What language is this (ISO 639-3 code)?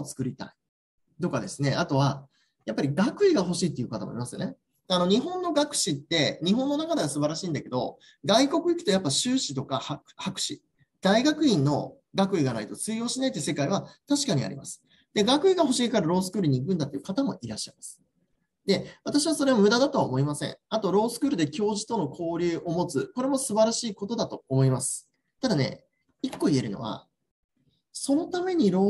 jpn